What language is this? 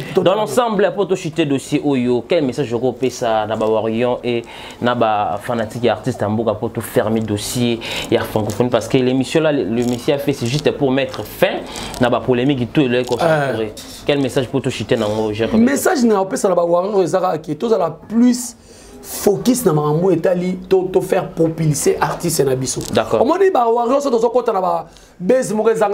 Lingala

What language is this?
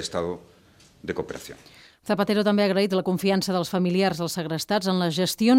Catalan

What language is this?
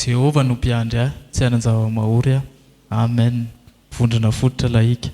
Malagasy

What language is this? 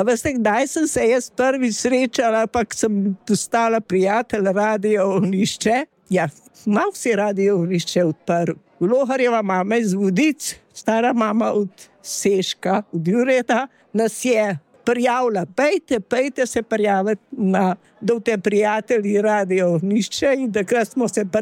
Slovenian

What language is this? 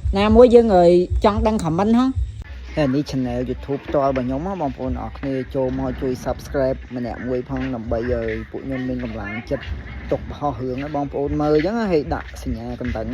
Khmer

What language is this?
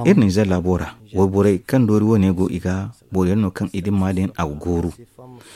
Zarma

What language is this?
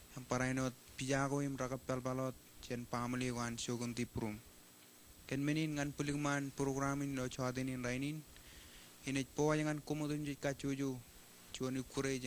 Marshallese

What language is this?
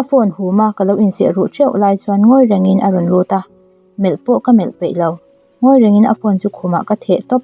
Mizo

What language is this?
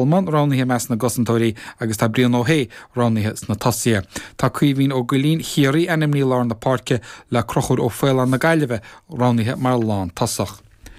Irish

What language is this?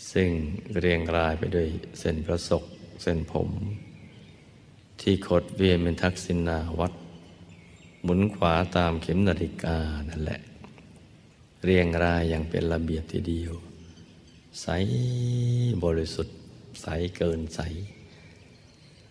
Thai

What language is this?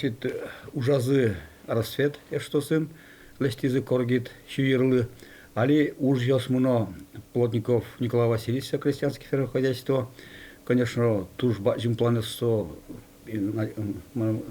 Udmurt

